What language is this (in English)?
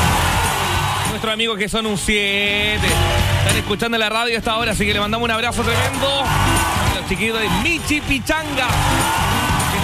Spanish